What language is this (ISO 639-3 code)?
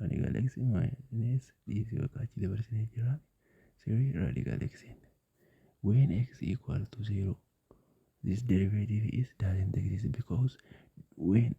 orm